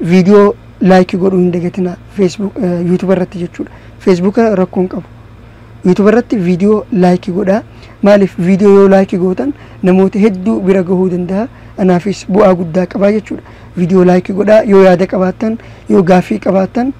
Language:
Oromo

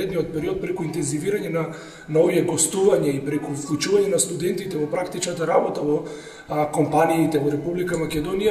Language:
Macedonian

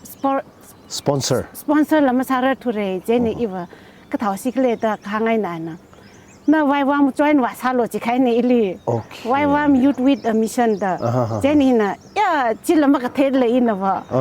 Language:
Tangkhul Naga (India)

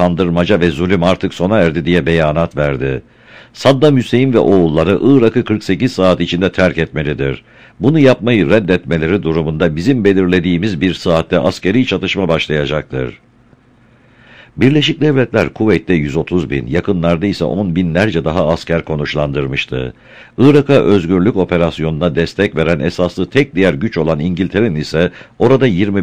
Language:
Turkish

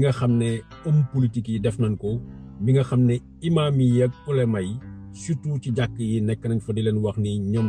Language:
Wolof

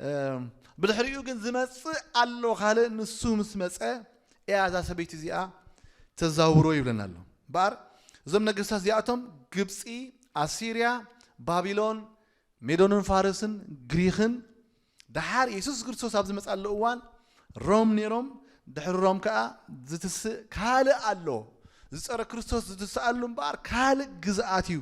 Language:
Tigrinya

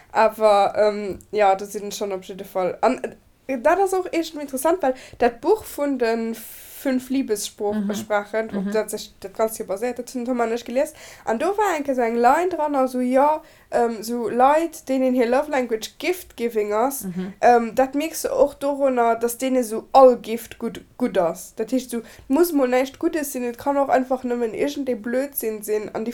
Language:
Luxembourgish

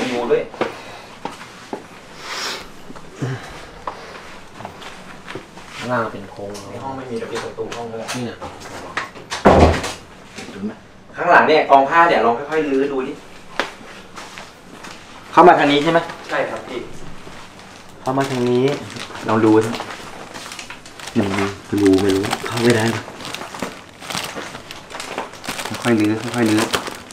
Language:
Thai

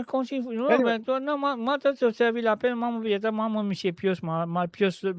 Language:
Morisyen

